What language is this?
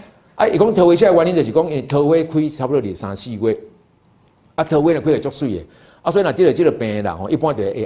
Min Nan Chinese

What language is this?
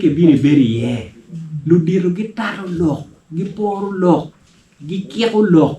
Acoli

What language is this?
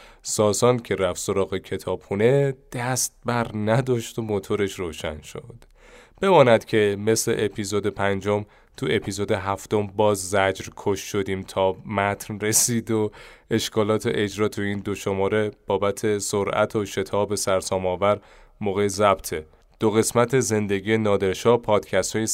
Persian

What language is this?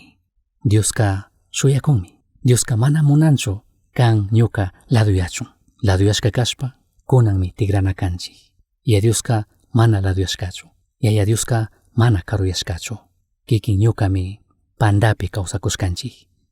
Chimborazo Highland Quichua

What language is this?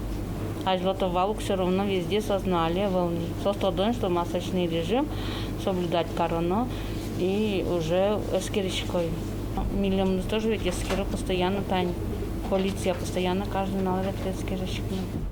Udmurt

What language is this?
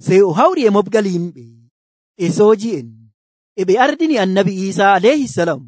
Nigerian Fulfulde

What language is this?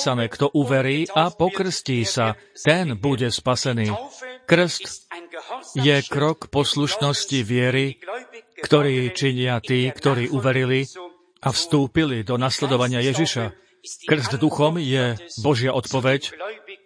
Slovak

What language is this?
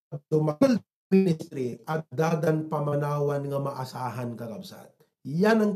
Iloko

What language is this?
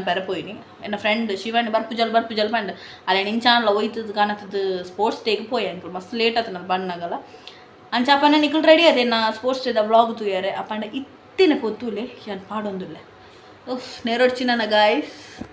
Tulu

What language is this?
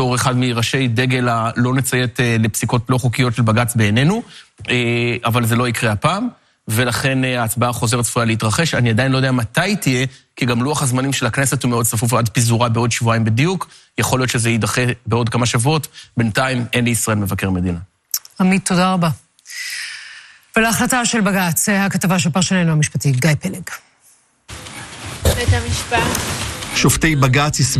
Hebrew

